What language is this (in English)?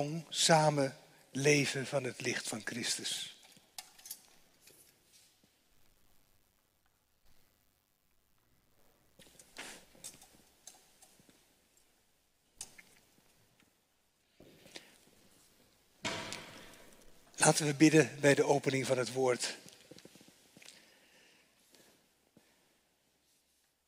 Dutch